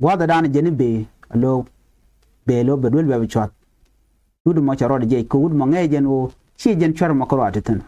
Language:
Nuer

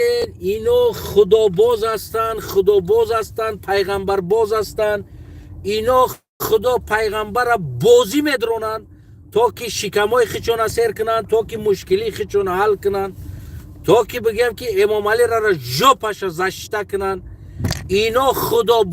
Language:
Tajik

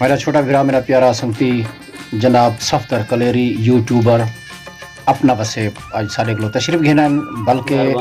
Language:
Saraiki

